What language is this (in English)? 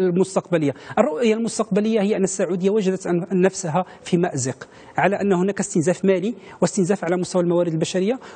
Arabic